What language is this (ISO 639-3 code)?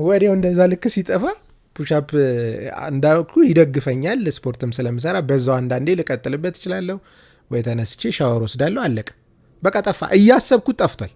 amh